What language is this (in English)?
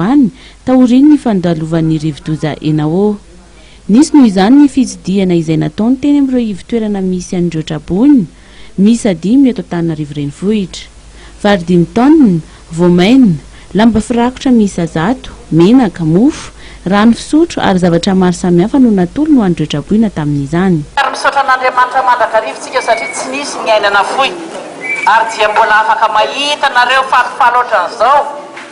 Malagasy